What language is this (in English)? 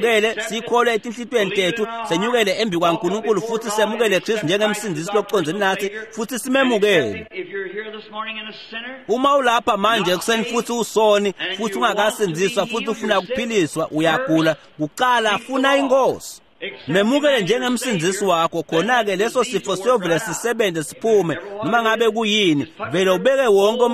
Swati